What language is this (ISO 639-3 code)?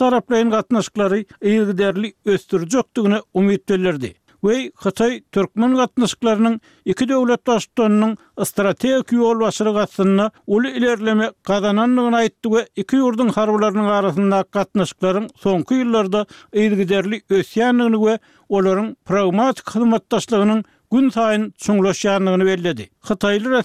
tuk